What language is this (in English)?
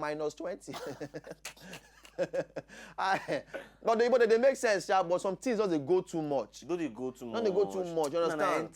Nigerian Pidgin